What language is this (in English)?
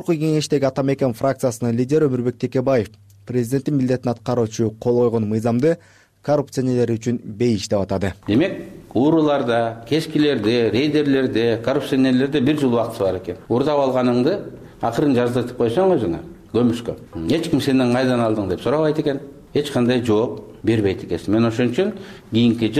Kyrgyz